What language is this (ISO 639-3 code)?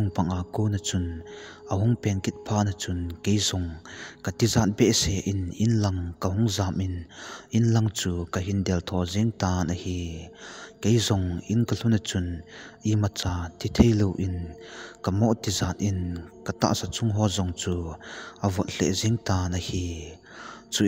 tcz